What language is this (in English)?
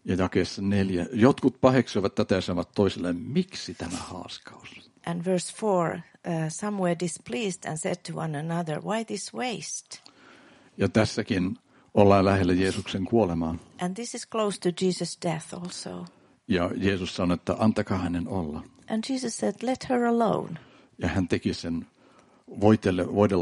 Finnish